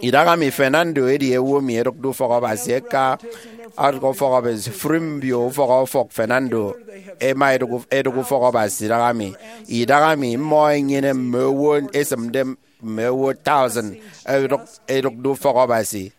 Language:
Efik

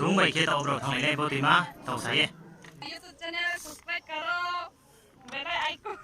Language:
Riang (India)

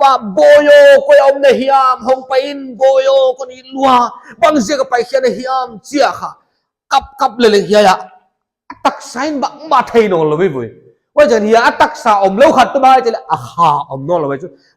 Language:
Paite Chin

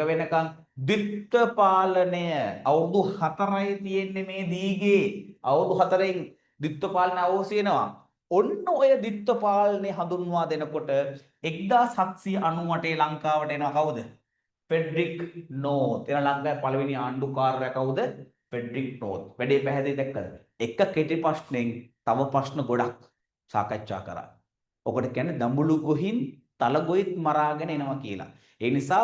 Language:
Sinhala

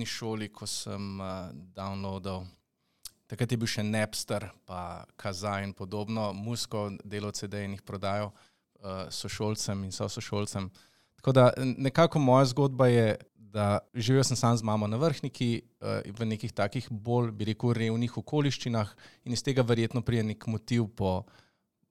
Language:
Slovenian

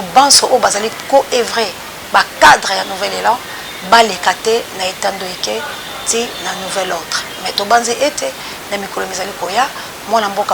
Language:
Lingala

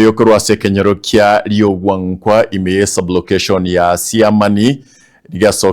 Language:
Gusii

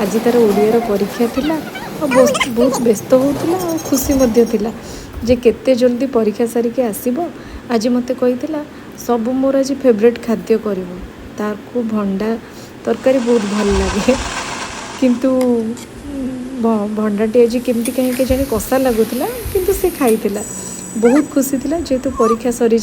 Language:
Odia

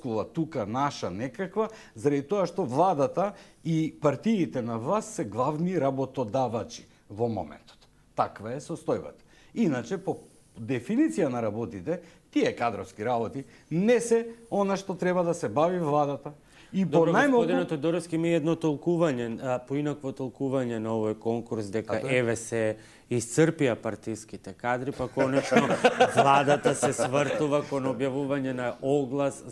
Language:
Macedonian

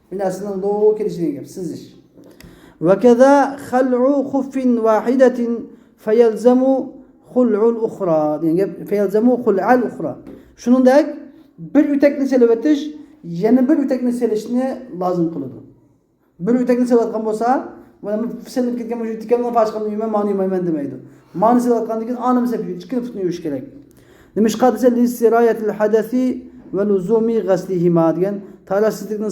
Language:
Uyghur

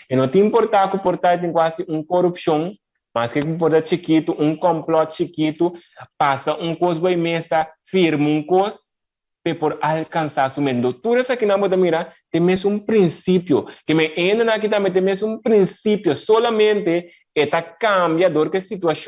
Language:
Papiamento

